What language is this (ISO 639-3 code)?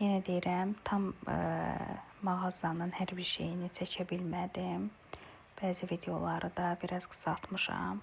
aze